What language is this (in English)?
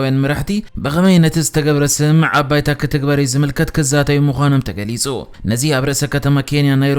Tigrinya